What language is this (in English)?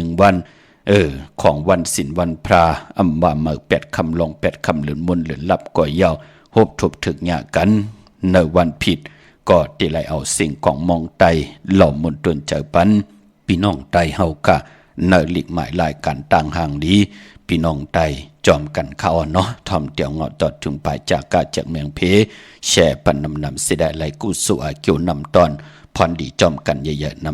Shan